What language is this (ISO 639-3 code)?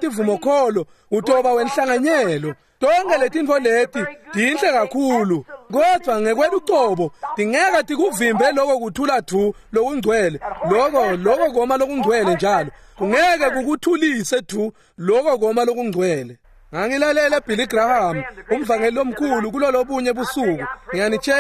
ssw